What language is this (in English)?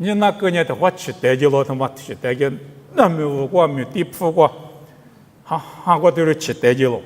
Lisu